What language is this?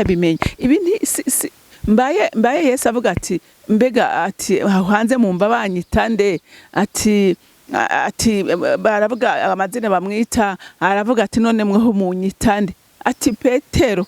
Rundi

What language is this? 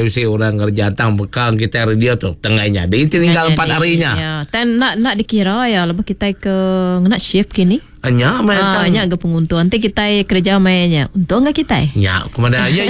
Iban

